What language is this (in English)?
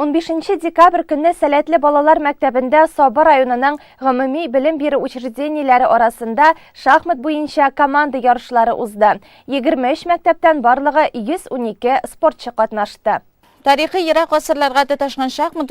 Tatar